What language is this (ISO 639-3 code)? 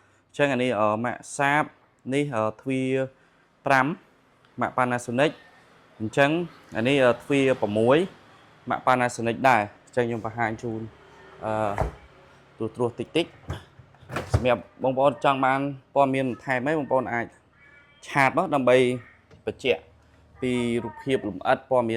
khm